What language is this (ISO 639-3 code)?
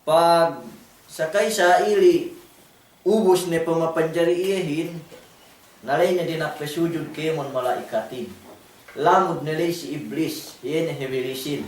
yka